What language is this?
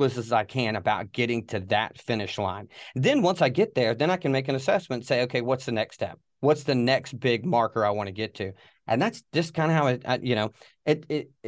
English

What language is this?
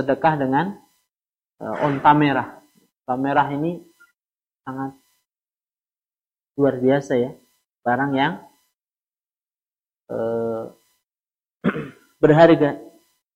Indonesian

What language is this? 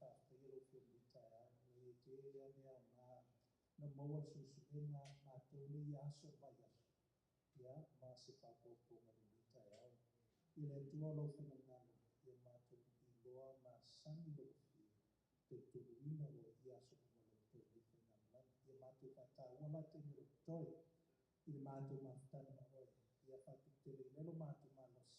Samoan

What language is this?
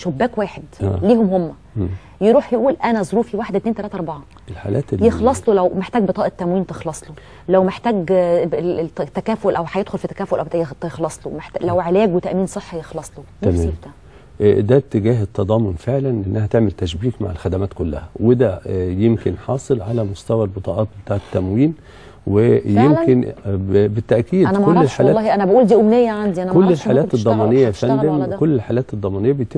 Egyptian Arabic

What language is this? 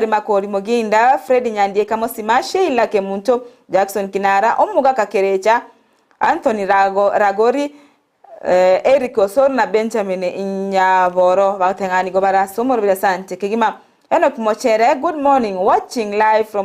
Gusii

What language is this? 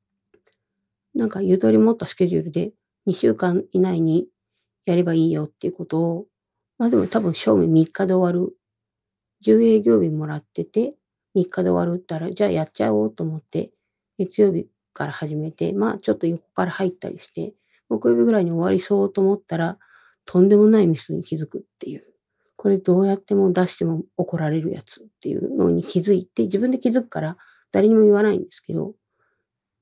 Japanese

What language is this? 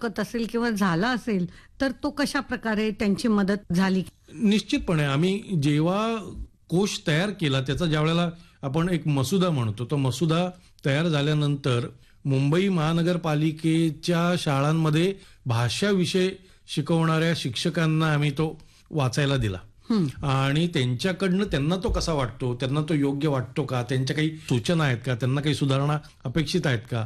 Marathi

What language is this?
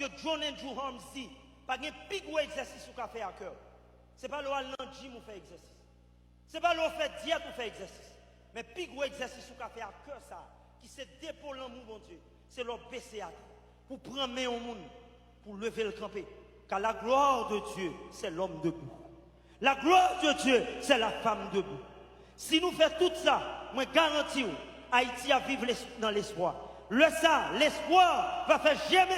Haitian Creole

